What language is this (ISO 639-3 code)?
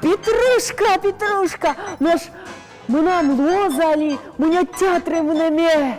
udm